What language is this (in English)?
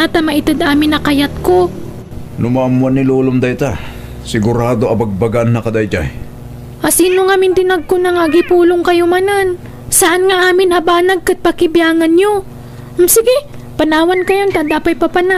Iloko